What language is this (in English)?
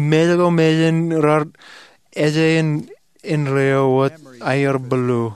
Marshallese